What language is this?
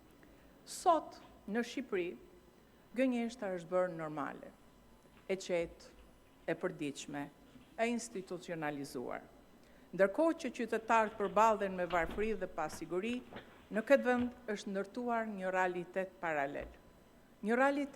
Albanian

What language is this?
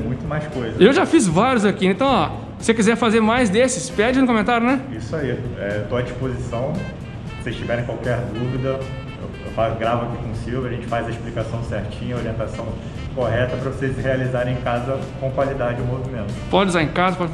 Portuguese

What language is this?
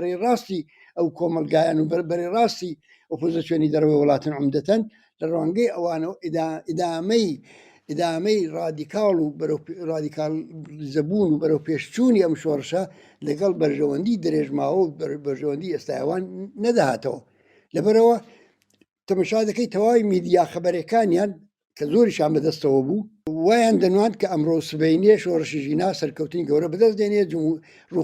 Central Kurdish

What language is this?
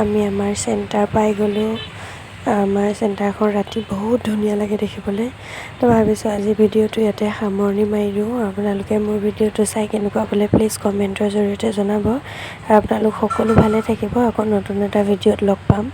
Assamese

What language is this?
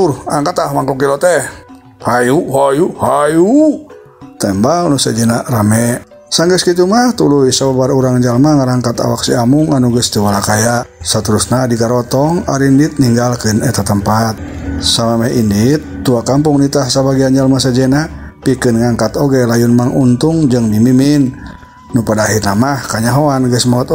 Sundanese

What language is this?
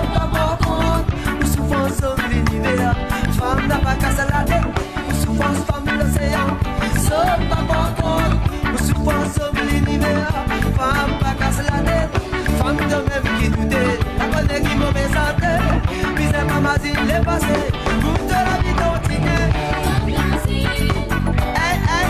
Morisyen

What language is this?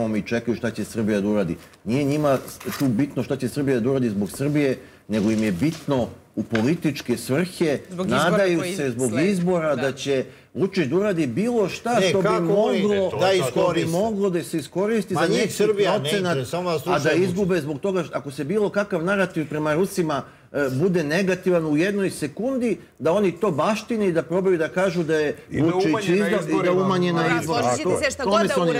Serbian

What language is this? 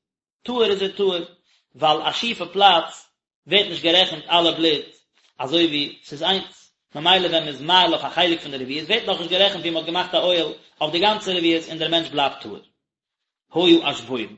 Yiddish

